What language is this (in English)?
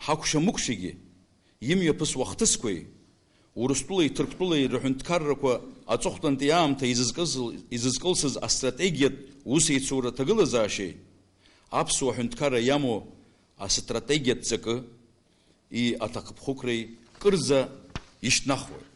Abkhazian